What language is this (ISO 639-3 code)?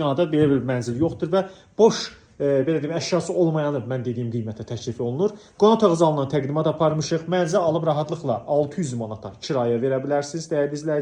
aze